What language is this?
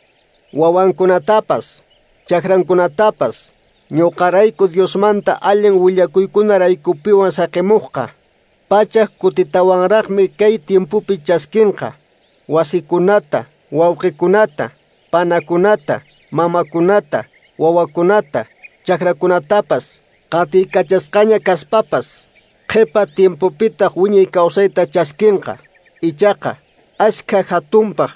Quechua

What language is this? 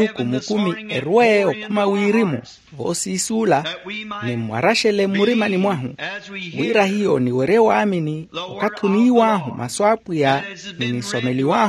Makhuwa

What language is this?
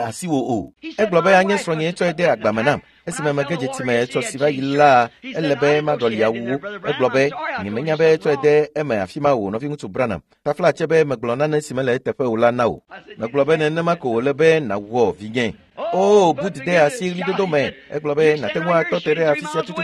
Ewe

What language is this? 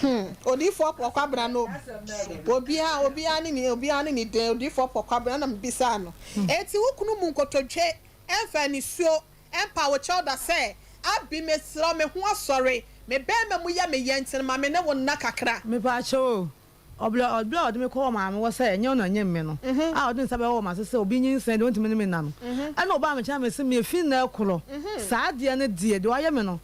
Akan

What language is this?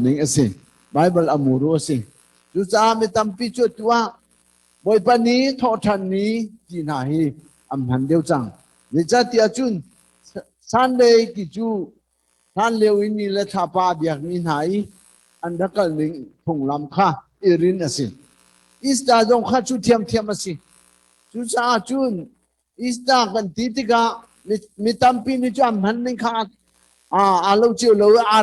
Hakha Chin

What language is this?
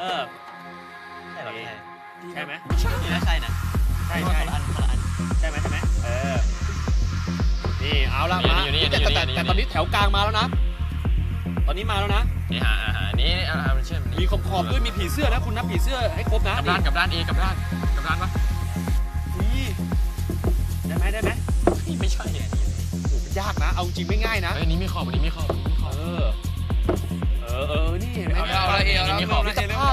Thai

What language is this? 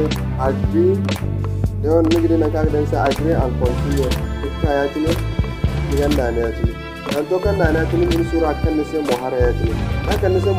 Zarma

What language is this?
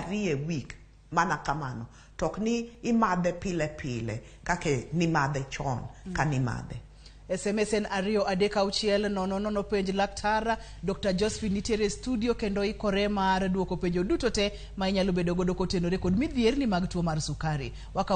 Luo (Kenya and Tanzania)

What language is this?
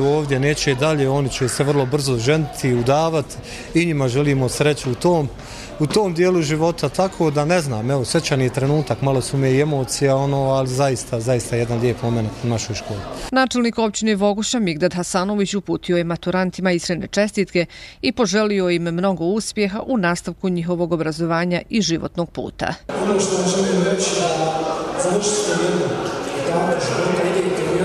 Bosnian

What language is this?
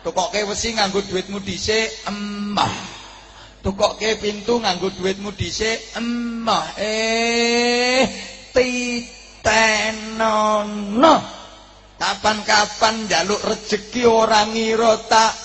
Javanese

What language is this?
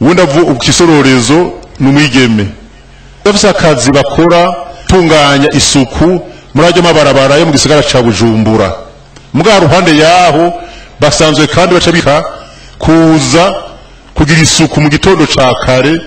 Rundi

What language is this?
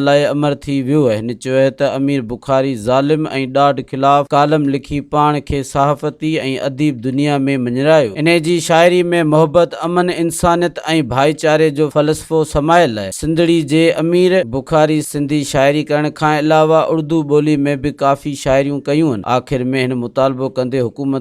Sindhi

